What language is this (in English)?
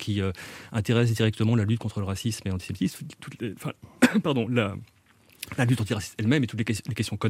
French